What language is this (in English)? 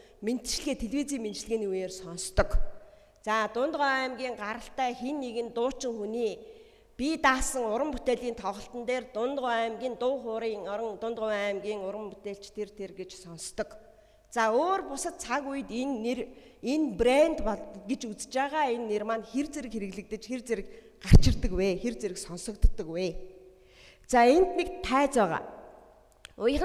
Mongolian